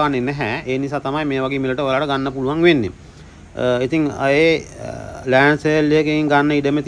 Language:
Sinhala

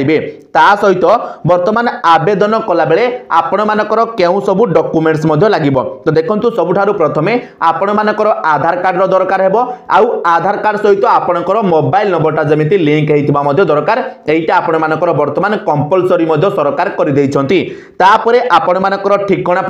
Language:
Odia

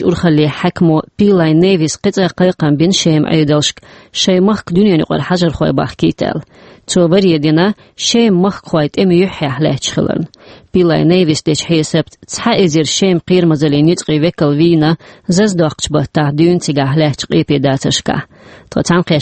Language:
Chechen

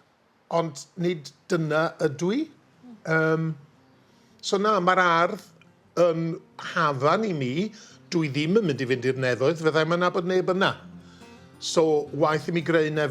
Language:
Welsh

